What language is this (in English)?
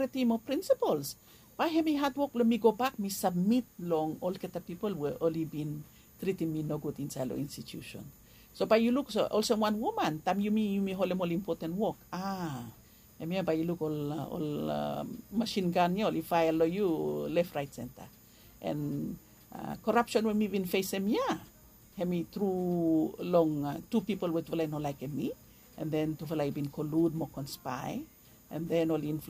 Bislama